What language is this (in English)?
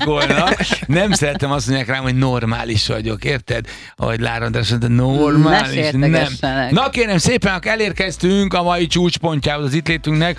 Hungarian